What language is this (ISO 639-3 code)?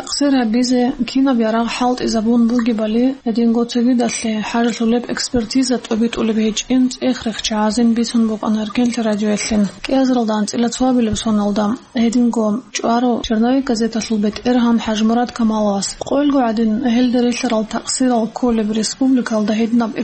ava